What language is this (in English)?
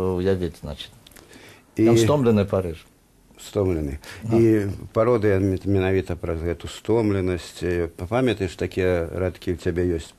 Belarusian